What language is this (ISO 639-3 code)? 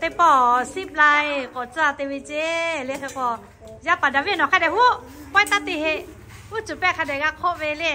lhu